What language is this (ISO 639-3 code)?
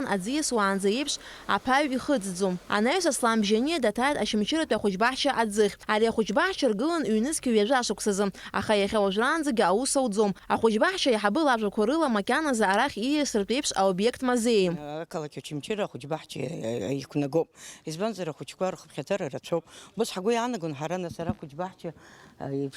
abk